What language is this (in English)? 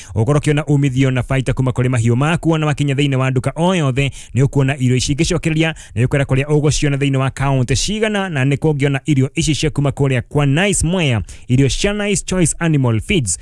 Kikuyu